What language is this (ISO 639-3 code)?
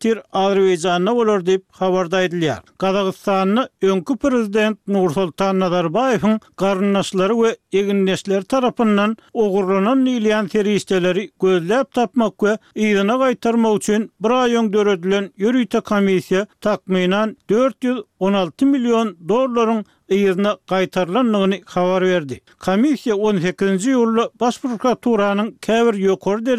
tuk